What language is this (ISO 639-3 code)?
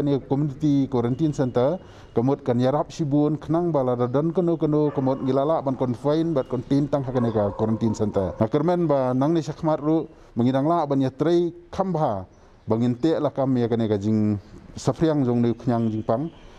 kha